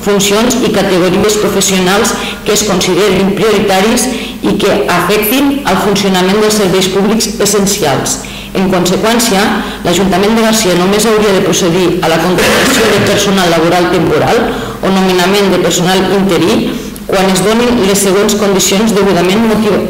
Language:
Catalan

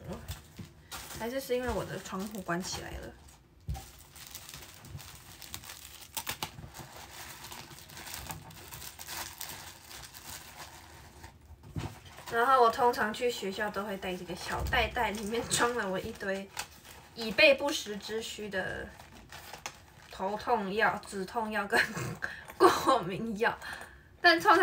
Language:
Chinese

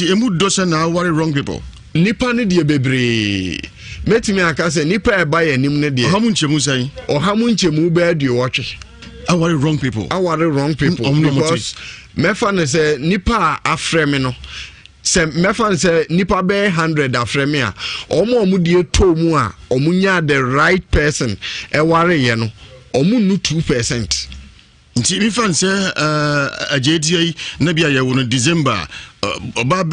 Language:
Akan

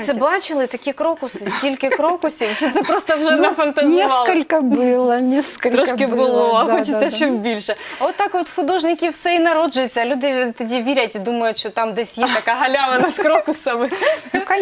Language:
Ukrainian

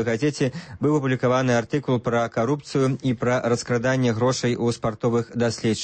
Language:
Belarusian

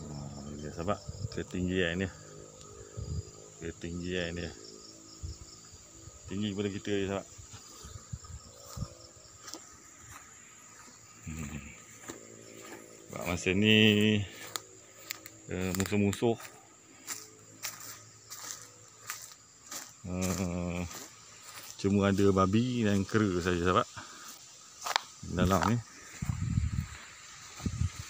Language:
Malay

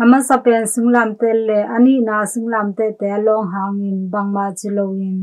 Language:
Tedim Chin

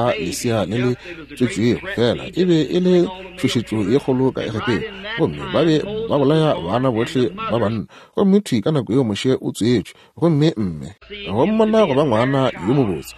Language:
Northern Sotho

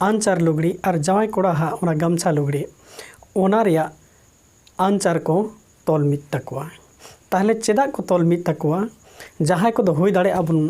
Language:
Santali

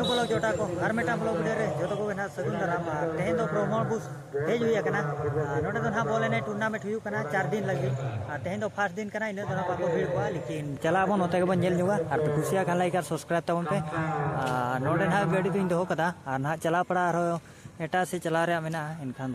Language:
Santali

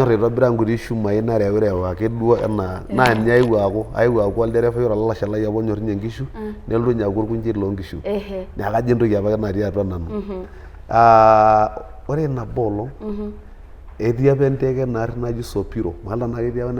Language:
Masai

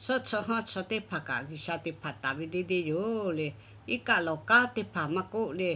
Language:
Lahu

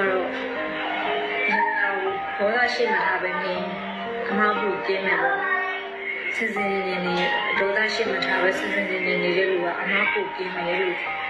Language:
Burmese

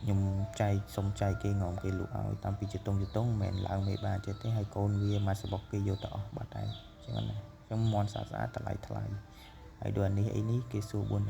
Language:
Khmer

